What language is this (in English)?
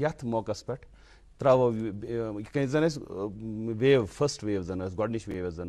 Kashmiri